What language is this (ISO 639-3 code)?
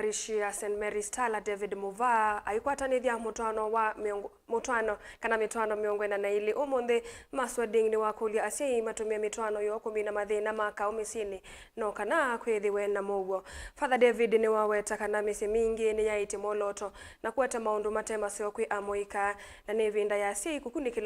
kam